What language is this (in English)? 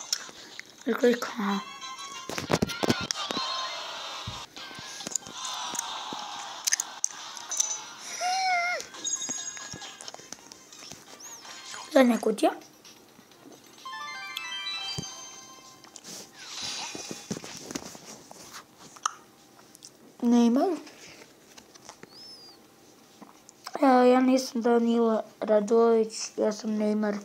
Serbian